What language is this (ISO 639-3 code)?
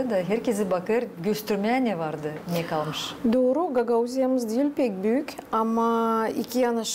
gag